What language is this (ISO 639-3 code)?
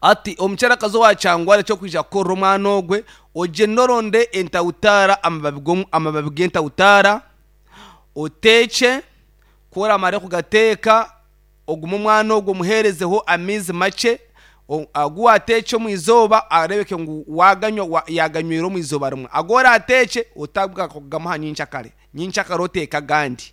nyn